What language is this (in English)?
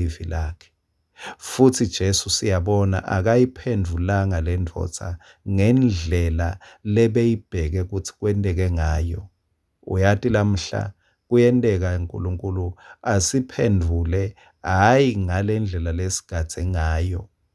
Swati